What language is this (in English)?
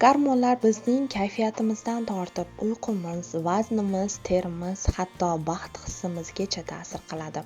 Uzbek